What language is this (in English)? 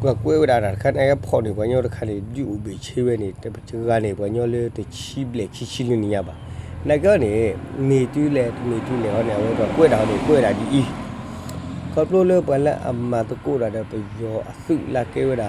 S'gaw Karen